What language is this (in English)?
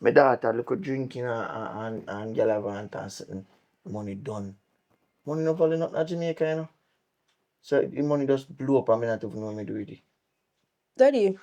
Jamaican Creole English